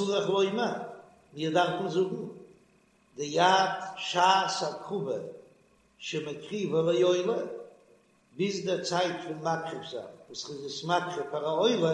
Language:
Yiddish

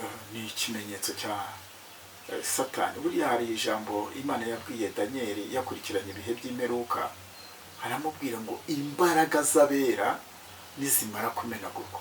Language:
Kinyarwanda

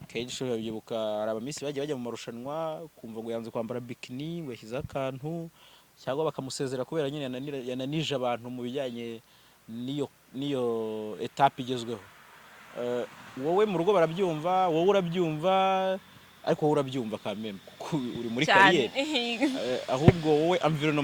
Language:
Kinyarwanda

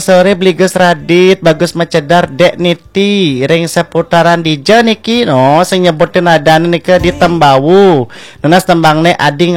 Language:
Balinese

